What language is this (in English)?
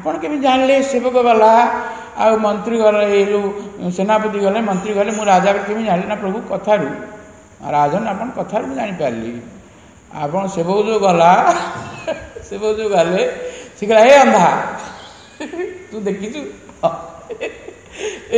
Odia